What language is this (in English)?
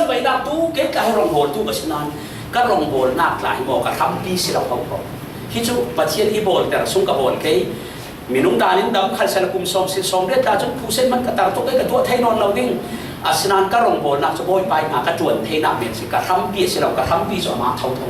Falam Chin